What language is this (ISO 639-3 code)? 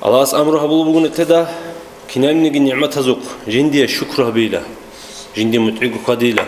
ava